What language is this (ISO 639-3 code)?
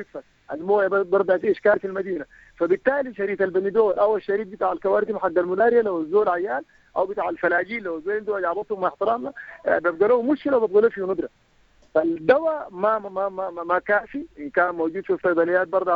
apd